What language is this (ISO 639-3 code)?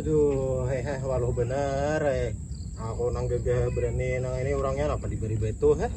bjn